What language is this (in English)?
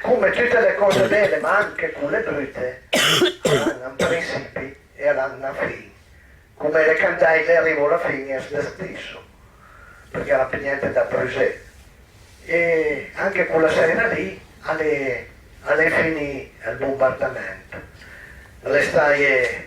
Piedmontese